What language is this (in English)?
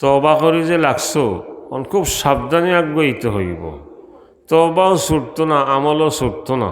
Sylheti